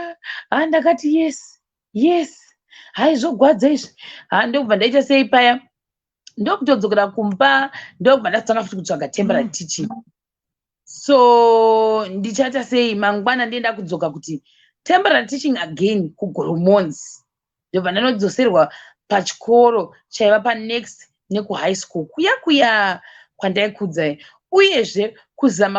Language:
Shona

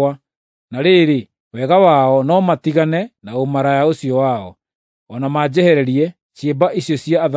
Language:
Kikuyu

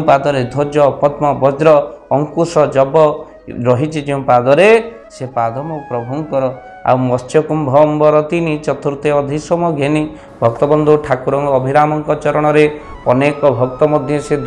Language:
Odia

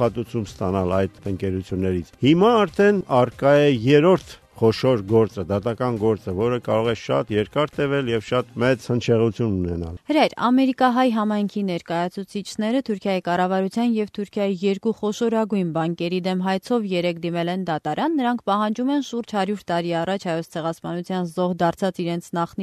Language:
Armenian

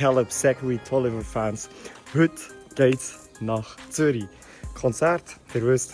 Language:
Swiss German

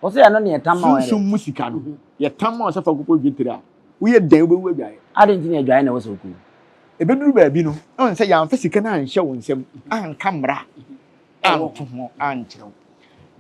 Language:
Akan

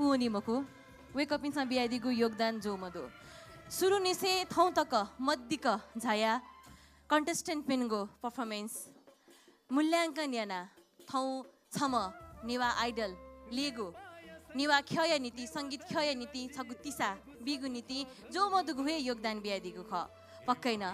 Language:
Newari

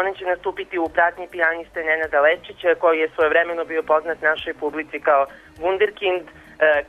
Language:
Serbian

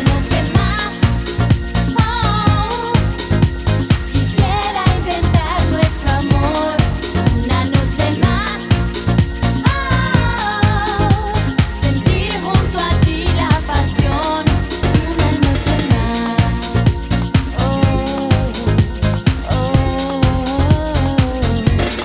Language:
Spanish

